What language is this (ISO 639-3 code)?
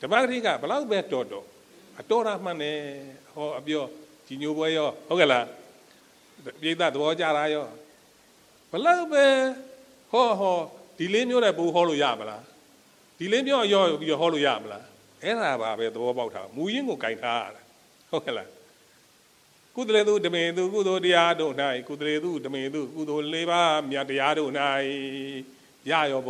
mya